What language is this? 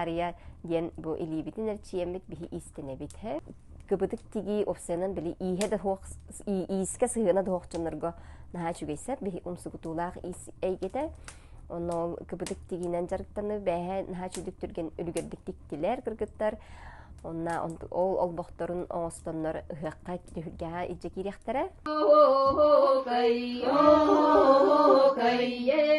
Yakut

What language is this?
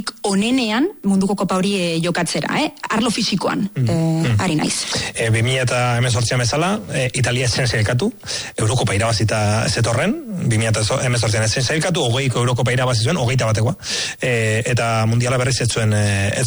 Basque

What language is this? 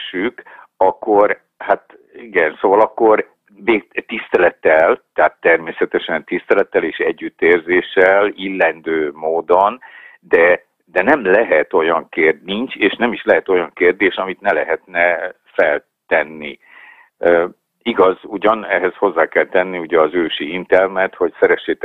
Hungarian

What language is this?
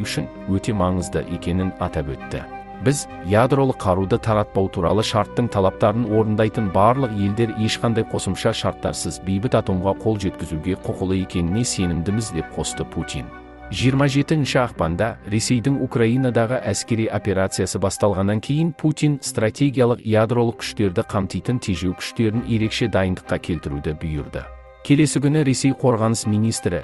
Kazakh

